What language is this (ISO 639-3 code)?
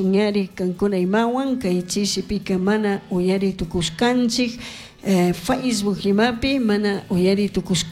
qug